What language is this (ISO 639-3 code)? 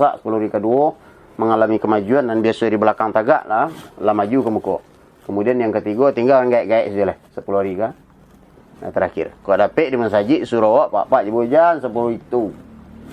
min